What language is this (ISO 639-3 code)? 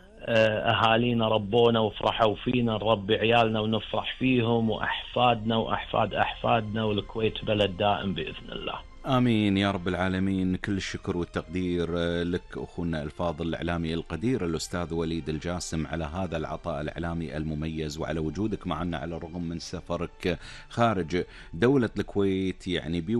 afb